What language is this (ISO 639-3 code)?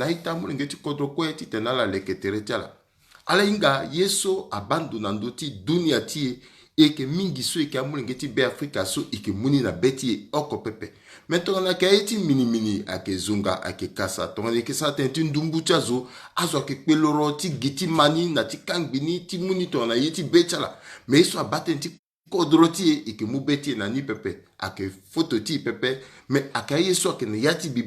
sag